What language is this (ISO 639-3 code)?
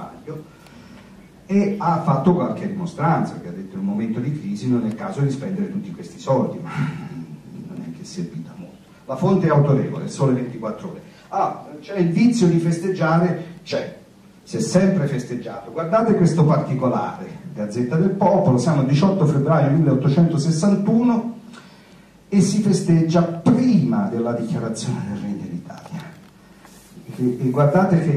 ita